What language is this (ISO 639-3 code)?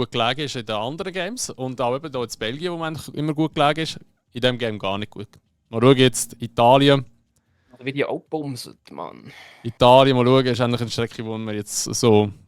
gsw